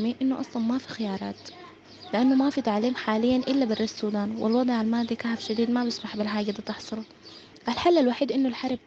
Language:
Sudanese Arabic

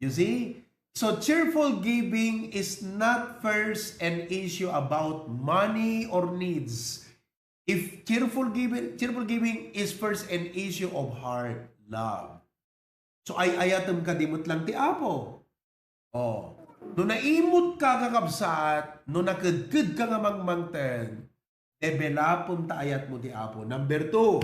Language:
Iloko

